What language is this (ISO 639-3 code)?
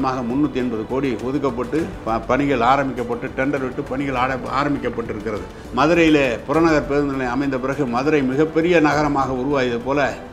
tam